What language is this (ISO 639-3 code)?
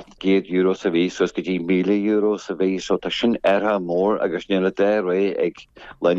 gle